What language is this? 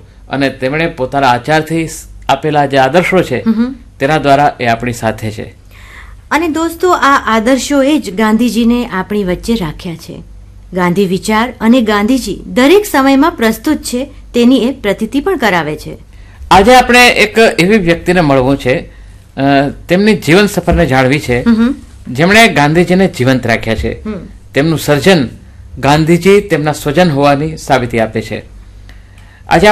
Gujarati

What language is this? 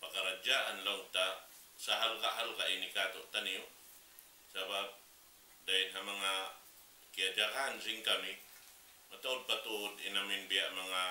Tausug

